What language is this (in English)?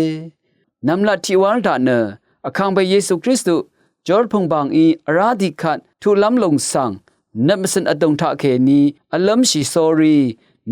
Rawang